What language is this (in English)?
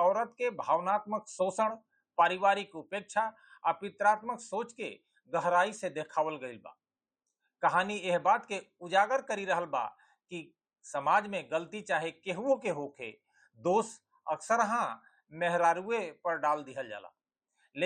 Bhojpuri